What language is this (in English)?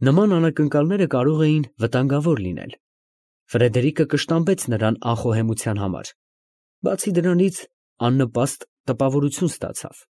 Armenian